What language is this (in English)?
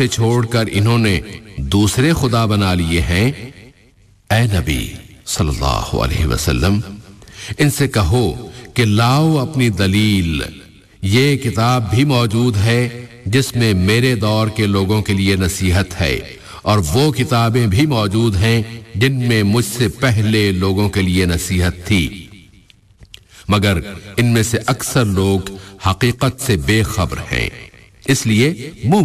Urdu